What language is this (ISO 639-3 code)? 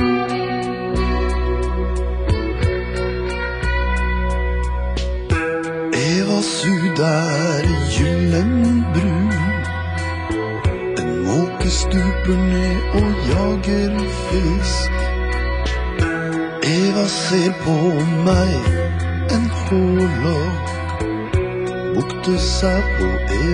nor